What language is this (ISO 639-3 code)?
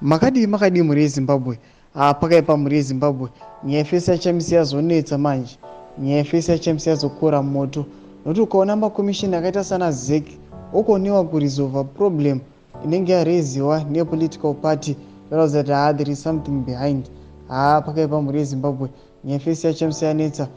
sna